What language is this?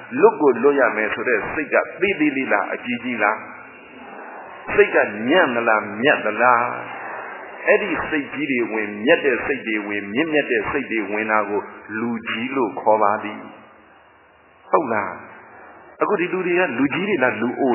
Burmese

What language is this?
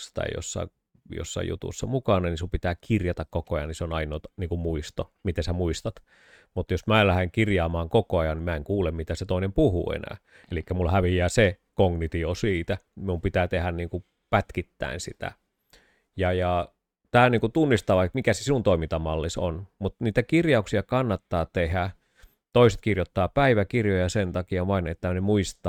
Finnish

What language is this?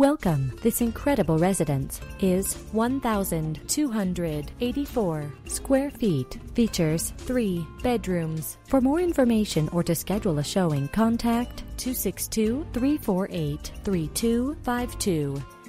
English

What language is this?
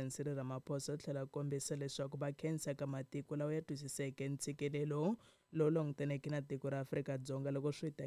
Tsonga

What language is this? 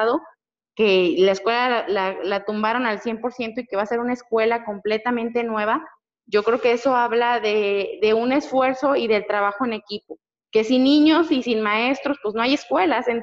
Spanish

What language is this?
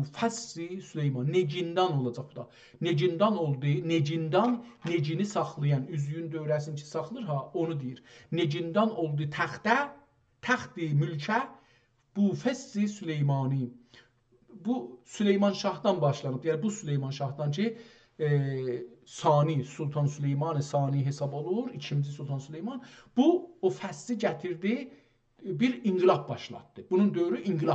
South Azerbaijani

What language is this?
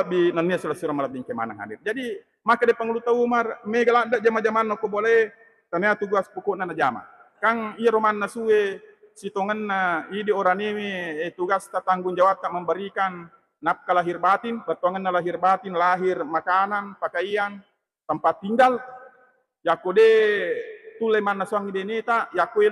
Buginese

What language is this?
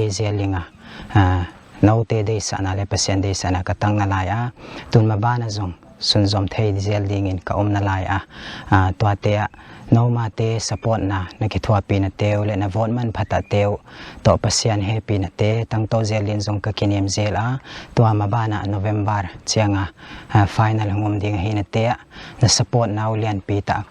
Paite Chin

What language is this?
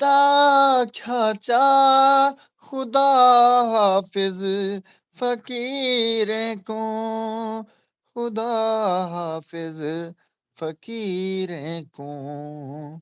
Saraiki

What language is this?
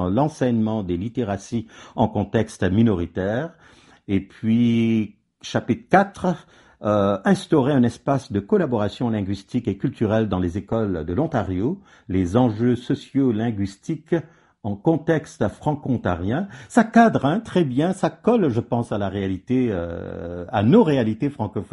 French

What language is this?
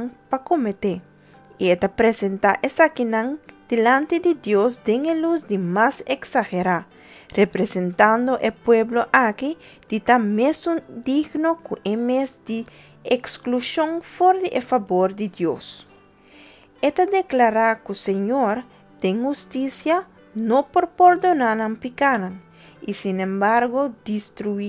Papiamento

